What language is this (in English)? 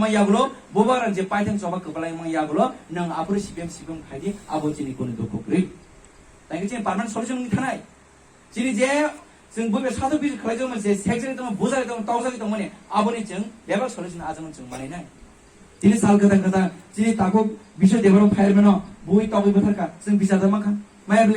Kok Borok